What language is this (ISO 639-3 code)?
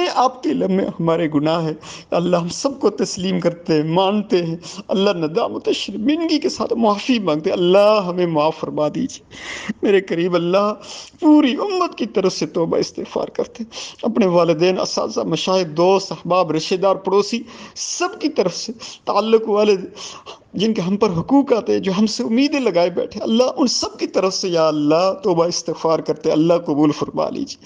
urd